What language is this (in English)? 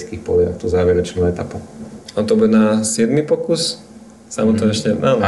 Slovak